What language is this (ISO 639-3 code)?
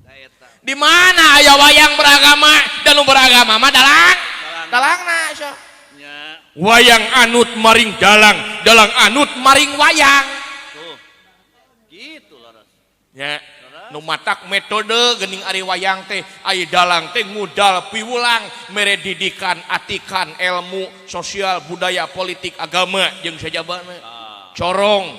sun